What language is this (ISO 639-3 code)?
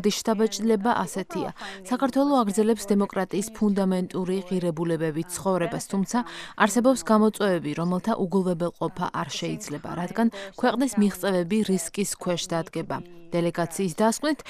kat